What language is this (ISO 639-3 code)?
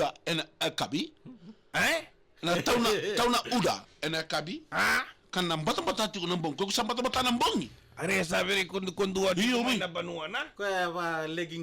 fij